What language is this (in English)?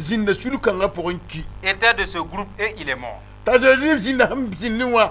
Mossi